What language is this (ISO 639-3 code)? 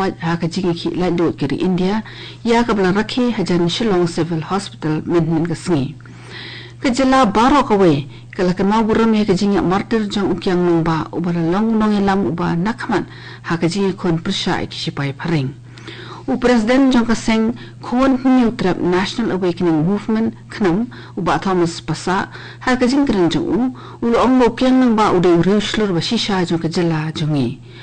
kha